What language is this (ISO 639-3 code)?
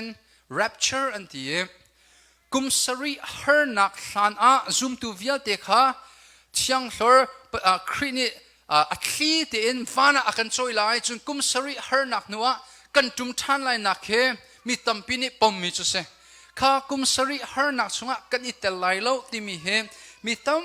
cnh